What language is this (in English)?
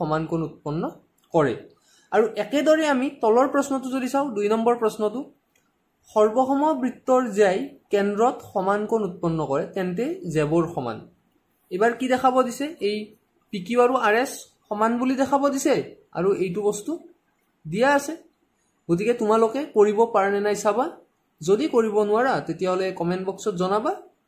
Assamese